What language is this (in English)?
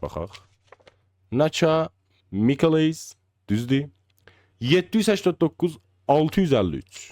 South Azerbaijani